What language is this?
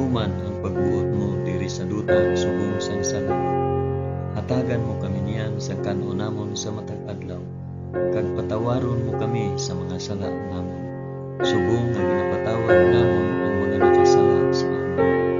Hiligaynon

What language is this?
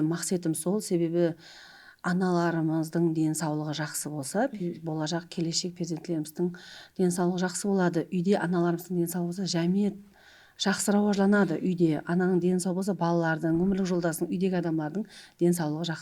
Kara-Kalpak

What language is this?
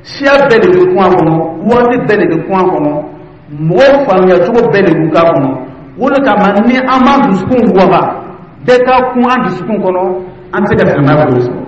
Dyula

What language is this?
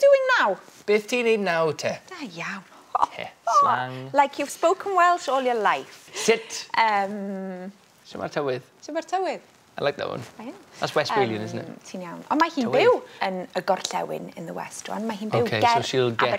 Welsh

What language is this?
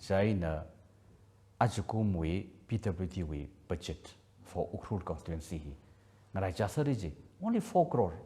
Tangkhul Naga (India)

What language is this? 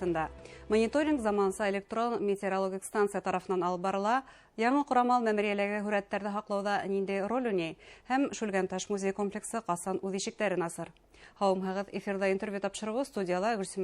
Bashkir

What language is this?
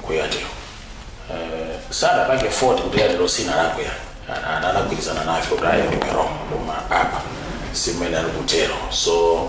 Nyanja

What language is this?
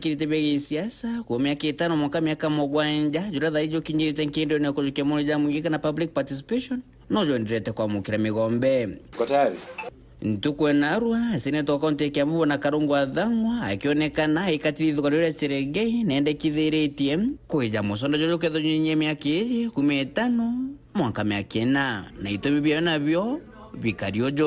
Meru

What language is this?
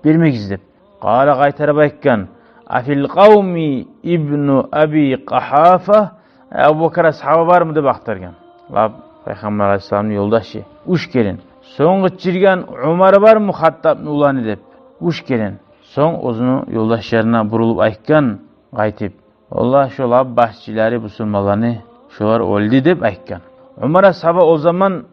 Kumyk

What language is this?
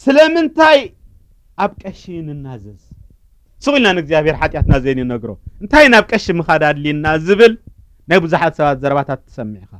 Tigrinya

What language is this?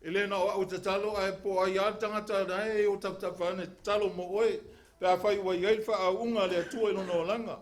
Samoan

